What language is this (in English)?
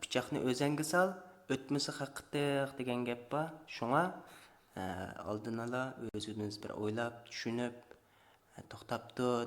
Uyghur